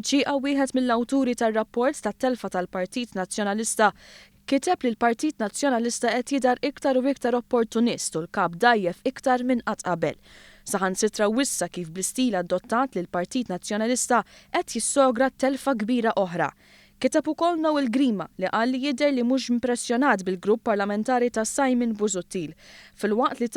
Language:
Maltese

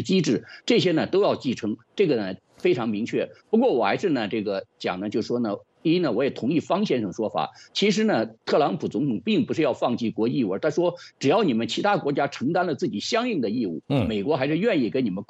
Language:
Chinese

